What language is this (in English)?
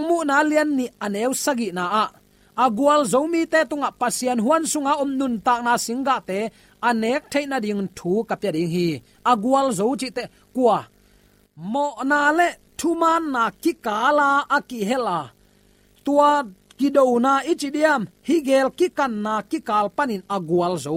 Tedim Chin